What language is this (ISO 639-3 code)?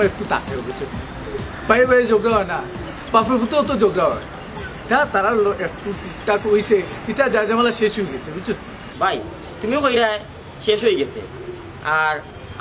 syl